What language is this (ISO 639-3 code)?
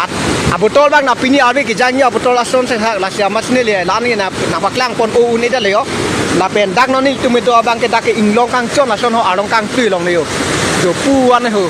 mjw